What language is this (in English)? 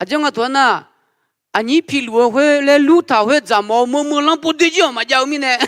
Akha